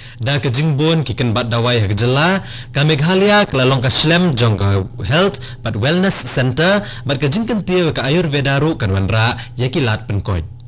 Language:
Khasi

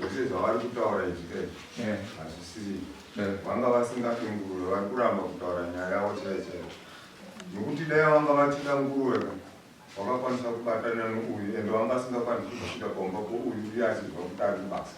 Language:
Shona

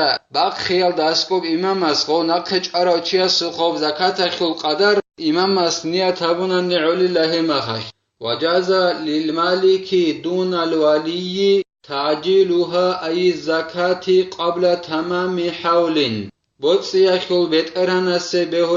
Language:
Avaric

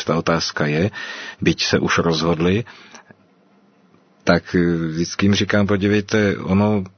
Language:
Czech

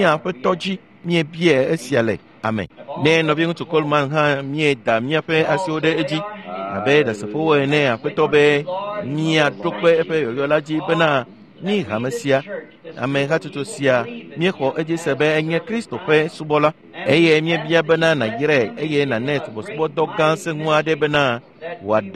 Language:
Ewe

